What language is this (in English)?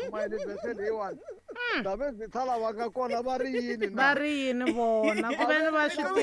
Tsonga